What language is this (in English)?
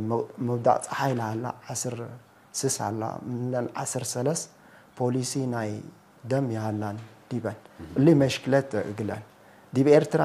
Tigre